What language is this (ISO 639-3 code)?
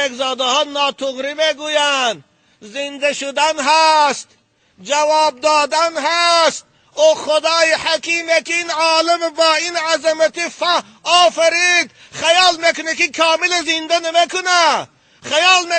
tgk